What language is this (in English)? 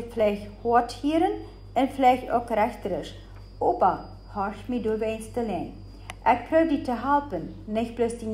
Plautdietsch